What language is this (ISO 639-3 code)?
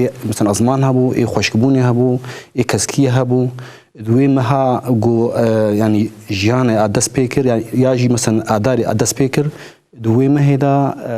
kur